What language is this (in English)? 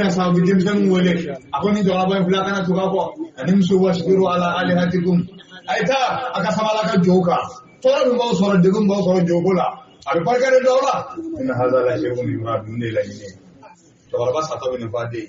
Bambara